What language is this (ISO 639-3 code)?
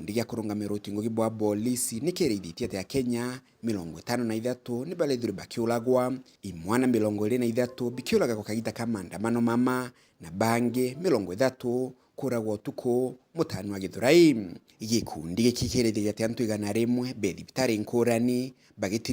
mer